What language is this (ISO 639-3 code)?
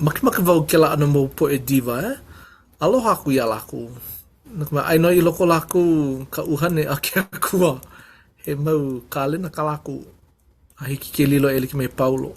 haw